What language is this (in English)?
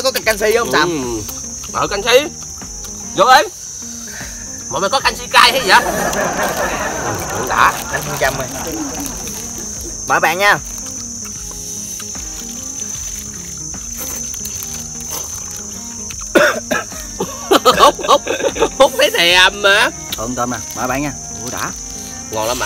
Vietnamese